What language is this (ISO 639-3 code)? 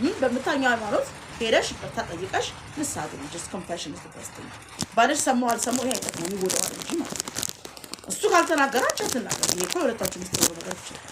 amh